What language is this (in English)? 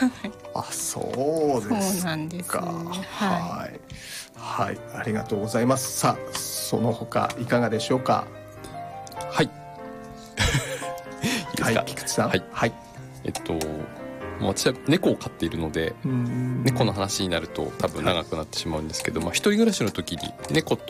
Japanese